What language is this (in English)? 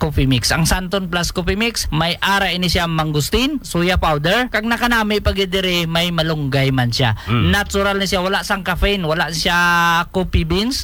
Hiligaynon